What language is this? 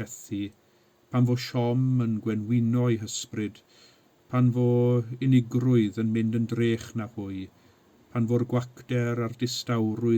Welsh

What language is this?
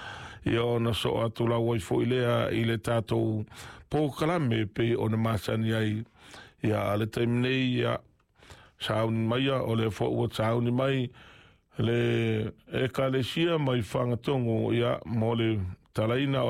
Samoan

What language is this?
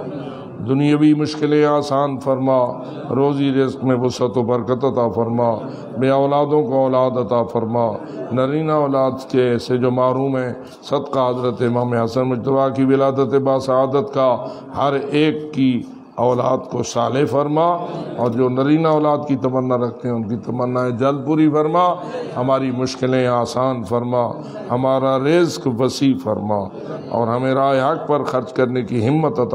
Urdu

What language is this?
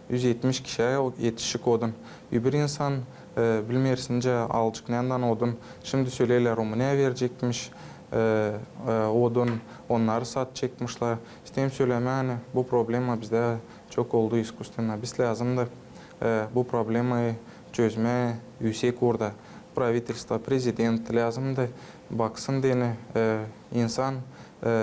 Gagauz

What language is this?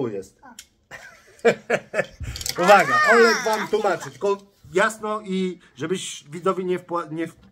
Polish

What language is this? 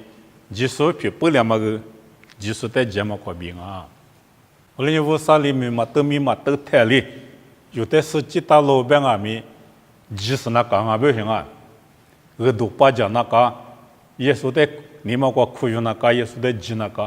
Lisu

